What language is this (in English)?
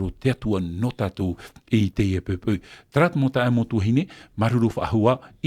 Tahitian